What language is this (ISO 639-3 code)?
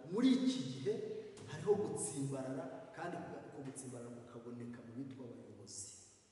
kin